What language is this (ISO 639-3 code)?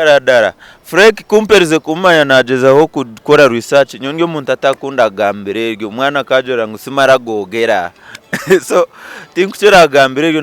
nyn